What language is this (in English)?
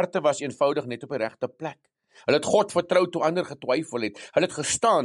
Afrikaans